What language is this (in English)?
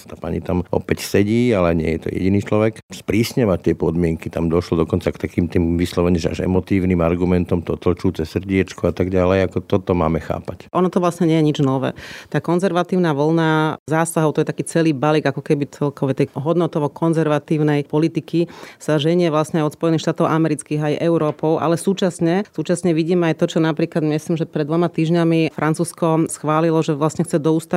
Slovak